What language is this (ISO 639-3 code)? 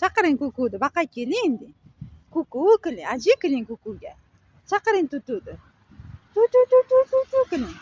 uzb